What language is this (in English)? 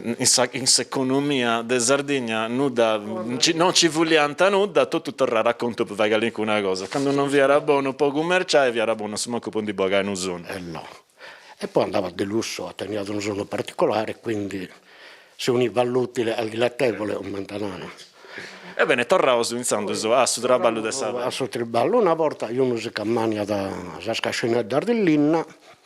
Sardinian